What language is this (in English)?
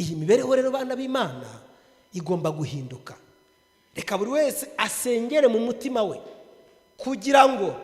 Kinyarwanda